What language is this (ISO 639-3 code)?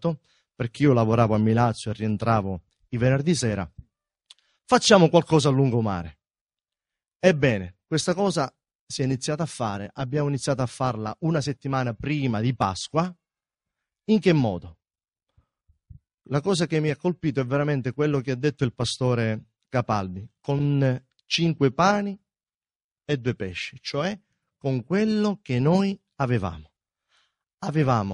ita